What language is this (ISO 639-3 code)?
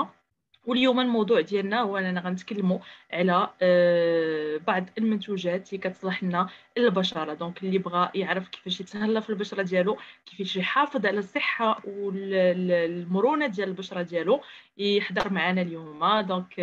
ary